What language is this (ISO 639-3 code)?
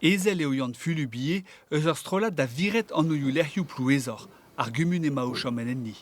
bre